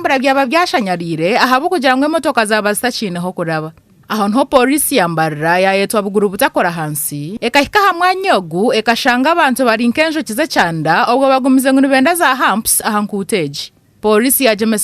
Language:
Nyankole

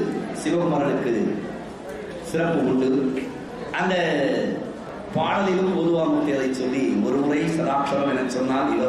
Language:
Tamil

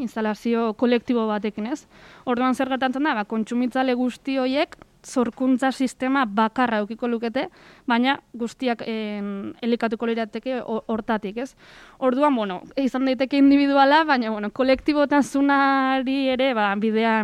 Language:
Basque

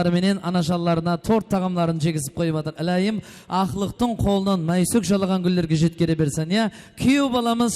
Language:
Kara-Kalpak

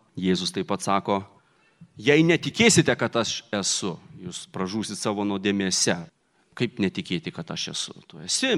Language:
Lithuanian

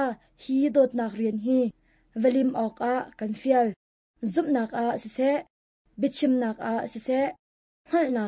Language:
Hakha Chin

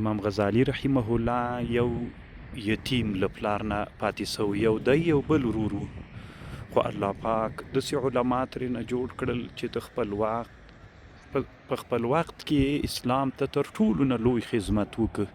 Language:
Pashto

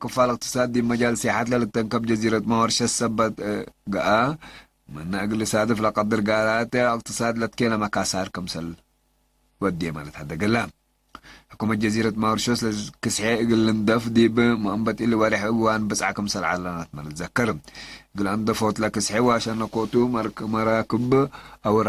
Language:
Tigre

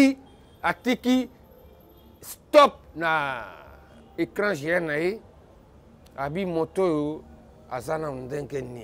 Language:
Lingala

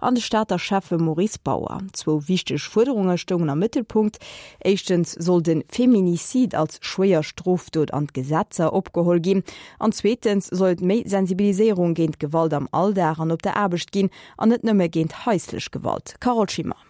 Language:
Luxembourgish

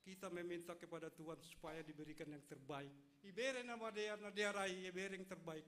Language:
Batak Simalungun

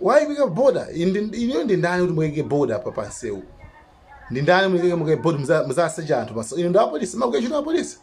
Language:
Nyanja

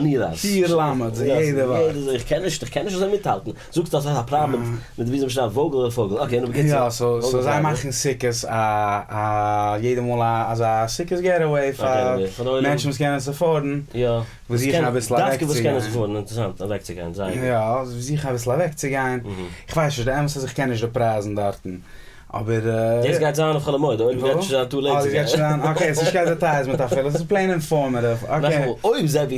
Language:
Yiddish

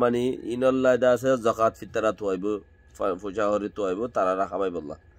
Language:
Rohingya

